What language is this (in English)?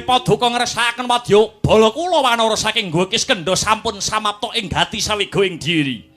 Javanese